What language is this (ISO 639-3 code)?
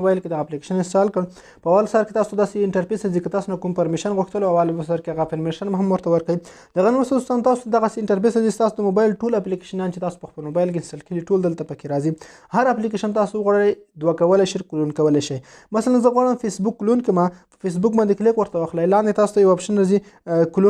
pus